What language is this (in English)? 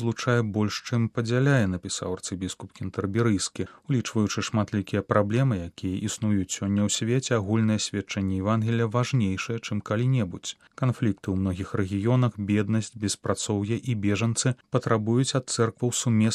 Belarusian